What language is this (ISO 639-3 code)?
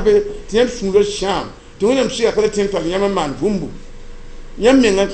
mos